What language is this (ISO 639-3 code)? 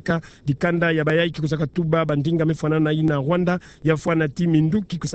ktu